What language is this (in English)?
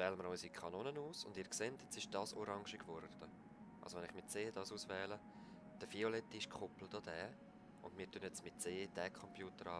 Swiss German